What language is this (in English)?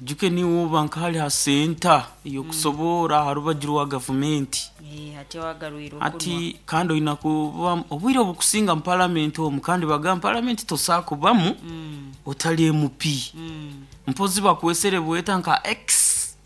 Nyoro